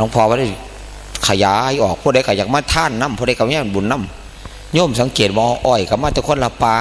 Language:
Northeastern Thai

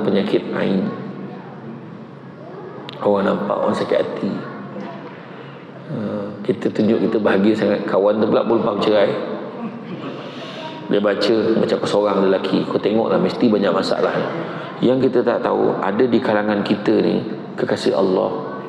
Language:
Malay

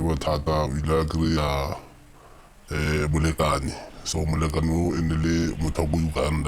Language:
Tswana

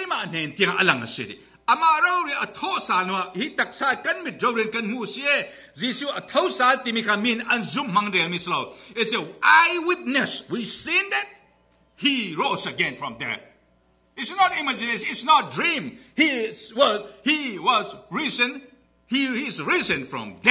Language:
Falam Chin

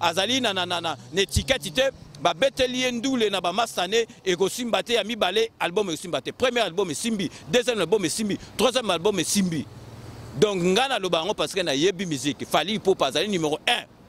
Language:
Lingala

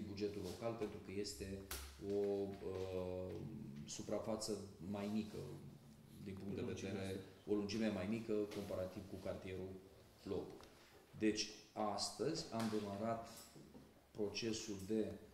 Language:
Romanian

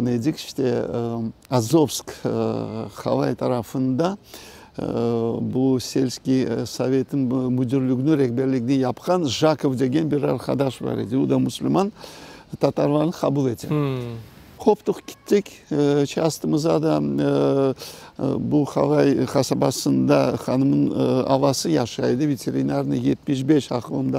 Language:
Crimean Tatar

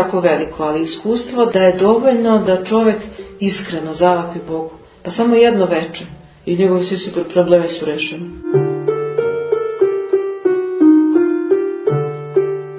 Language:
Serbian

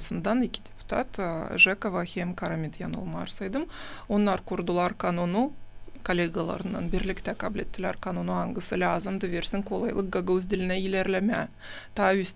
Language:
Gagauz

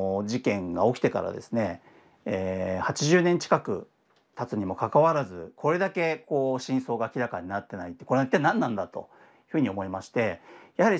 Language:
Japanese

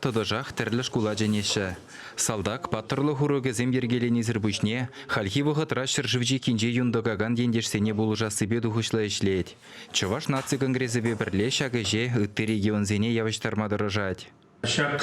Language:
Chuvash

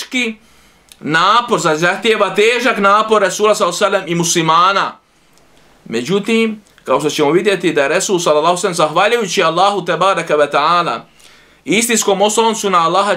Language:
Bosnian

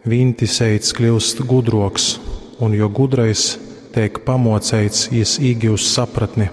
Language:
Latgalian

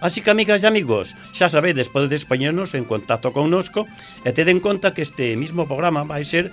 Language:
Galician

